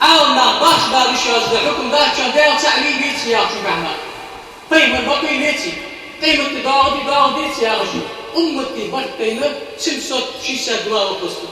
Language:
Ingush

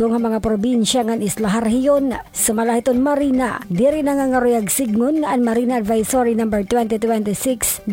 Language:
Waray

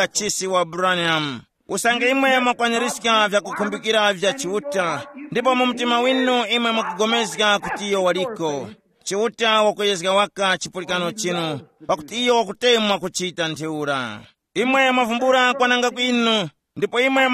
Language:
Tumbuka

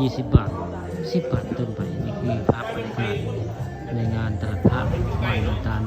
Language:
Northeastern Thai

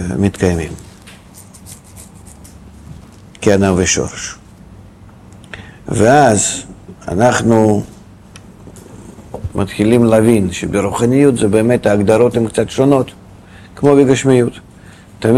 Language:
Hebrew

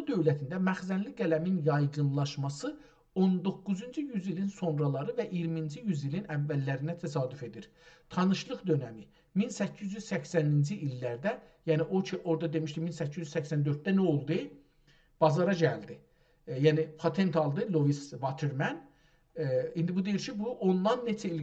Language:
South Azerbaijani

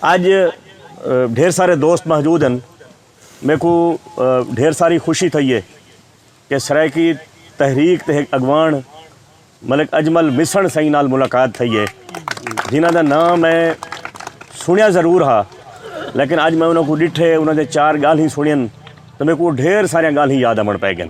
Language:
Saraiki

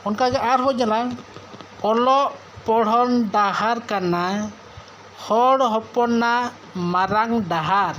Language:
Santali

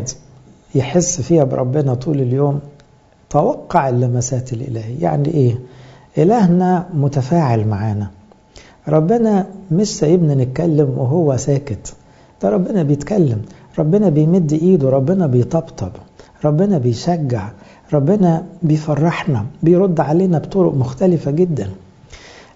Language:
Egyptian Arabic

